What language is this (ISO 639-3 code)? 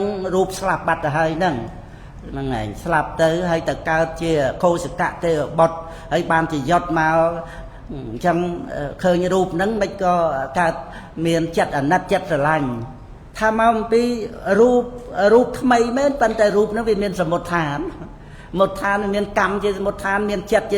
khm